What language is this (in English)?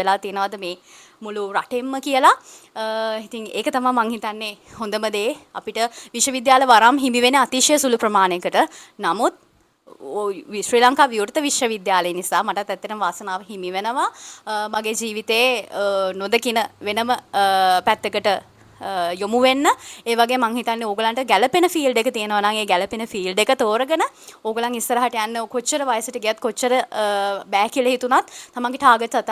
Sinhala